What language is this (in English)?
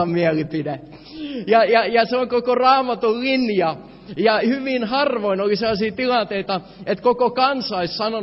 Finnish